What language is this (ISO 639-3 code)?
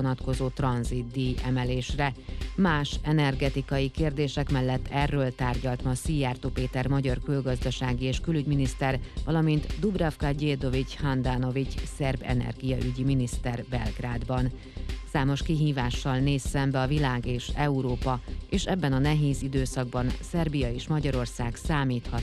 hun